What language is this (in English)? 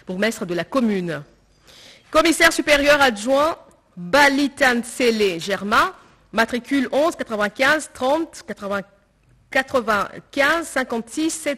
French